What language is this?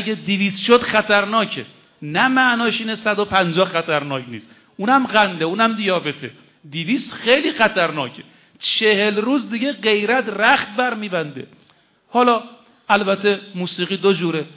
Persian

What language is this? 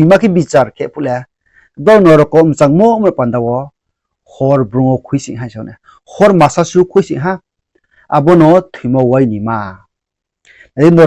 Riang (India)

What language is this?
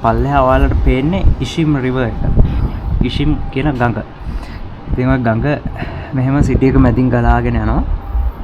Sinhala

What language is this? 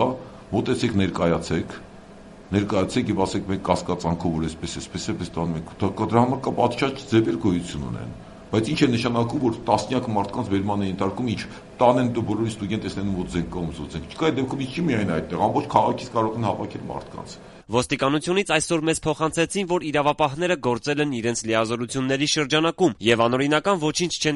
Armenian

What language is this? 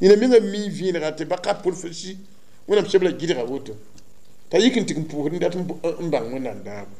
Mossi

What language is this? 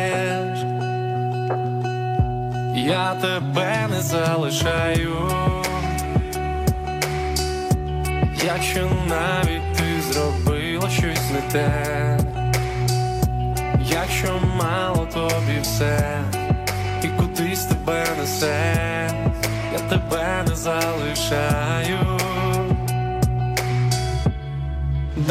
Ukrainian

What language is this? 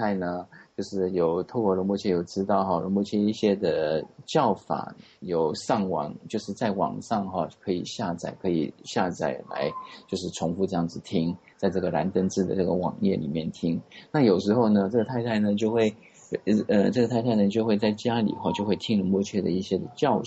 Chinese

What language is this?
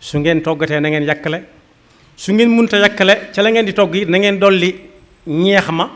Wolof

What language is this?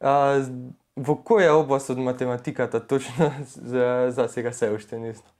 Macedonian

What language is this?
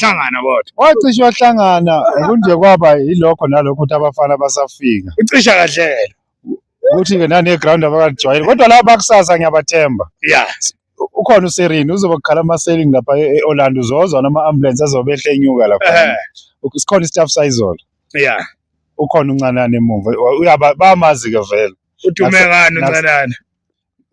Zulu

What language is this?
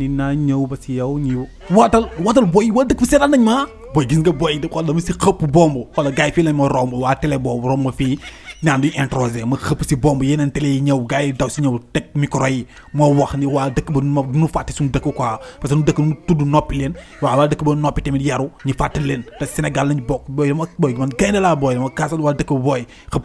Wolof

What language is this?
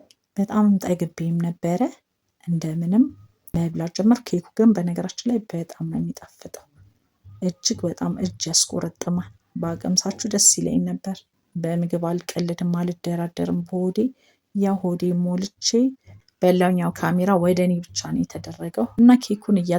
Amharic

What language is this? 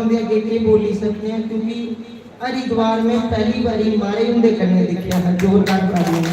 Dogri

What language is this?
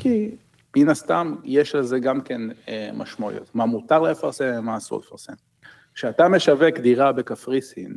Hebrew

